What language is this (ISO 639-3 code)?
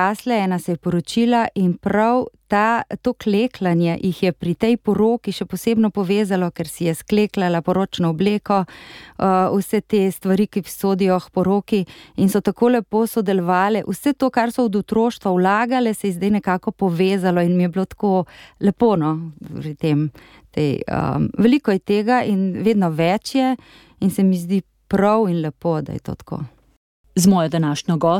slv